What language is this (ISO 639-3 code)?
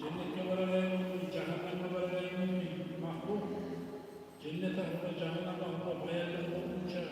kum